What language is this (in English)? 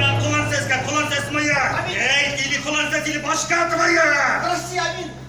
Bashkir